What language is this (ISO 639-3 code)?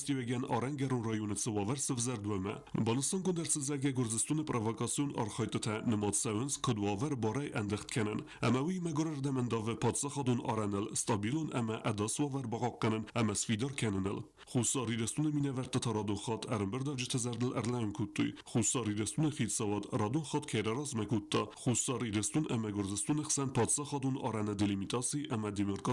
oss